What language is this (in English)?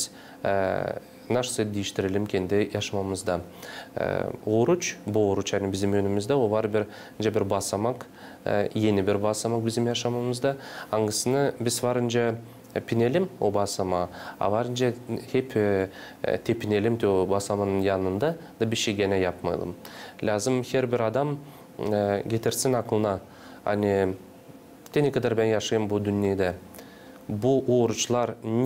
Gagauz